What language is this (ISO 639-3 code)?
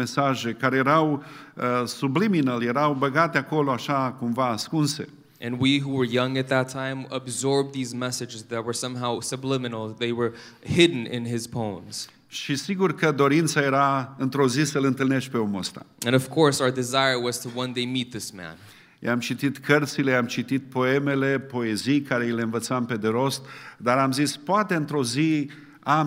ron